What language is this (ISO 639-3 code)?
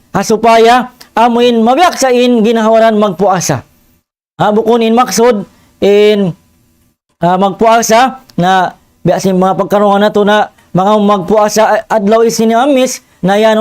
tsg